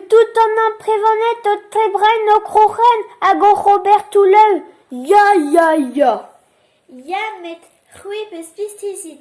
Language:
Breton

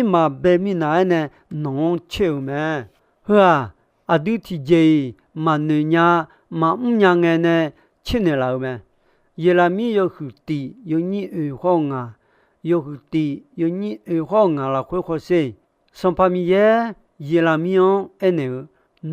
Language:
Akha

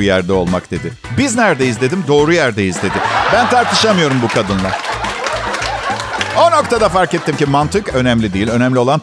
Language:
Turkish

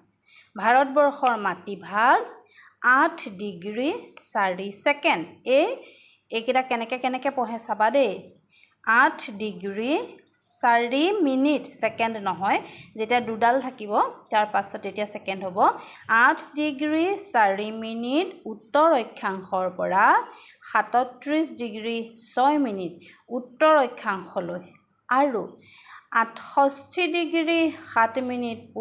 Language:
Assamese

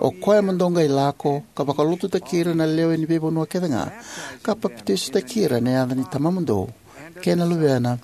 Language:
Fijian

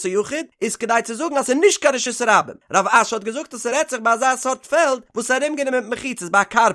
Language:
Yiddish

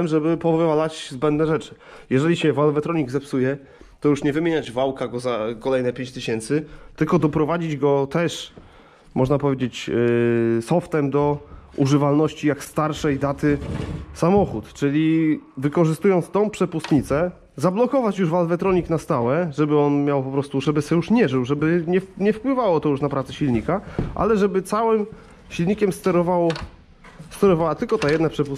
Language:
Polish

